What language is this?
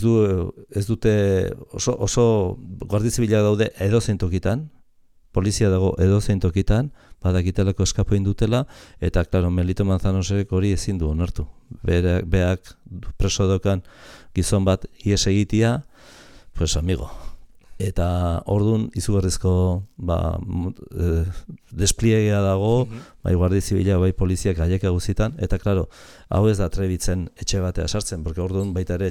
Basque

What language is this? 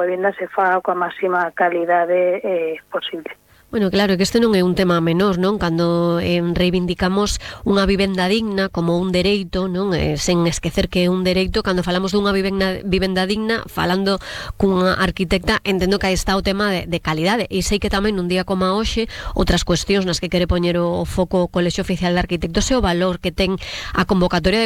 Galician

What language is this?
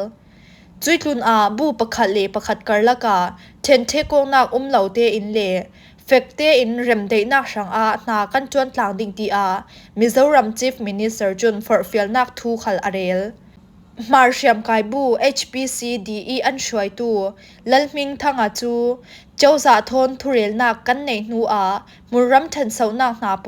Falam Chin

